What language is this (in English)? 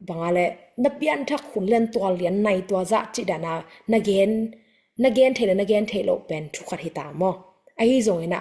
Tedim Chin